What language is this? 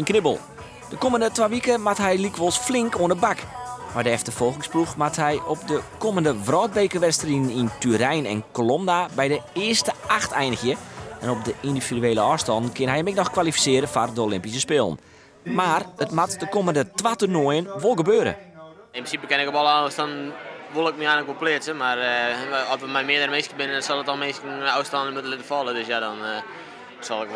Western Frisian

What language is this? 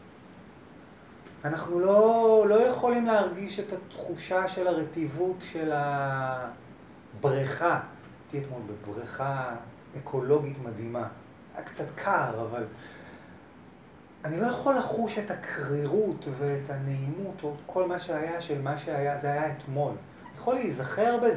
Hebrew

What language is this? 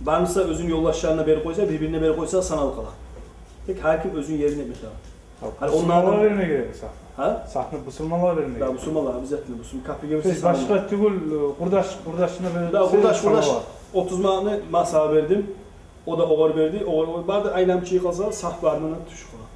Kumyk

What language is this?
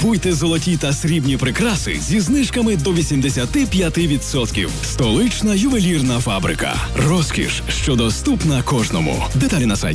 Ukrainian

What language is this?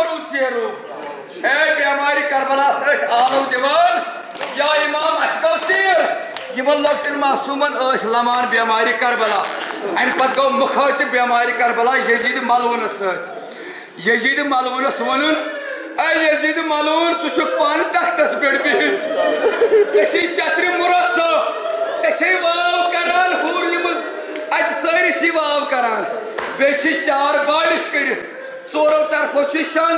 Kashmiri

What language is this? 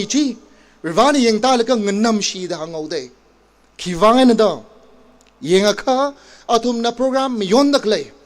Tangkhul Naga (India)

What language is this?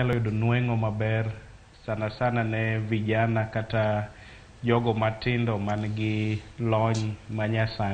Luo (Kenya and Tanzania)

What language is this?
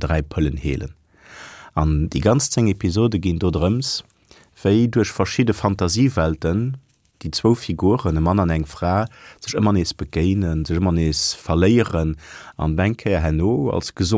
Luxembourgish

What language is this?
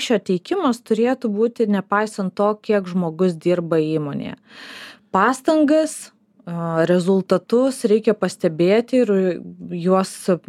Lithuanian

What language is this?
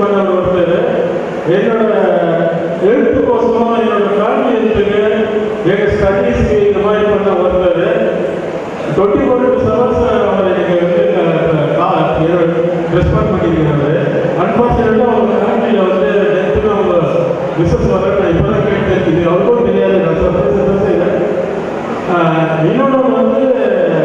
Tamil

